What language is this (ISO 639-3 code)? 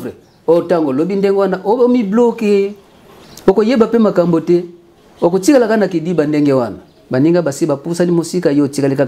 lin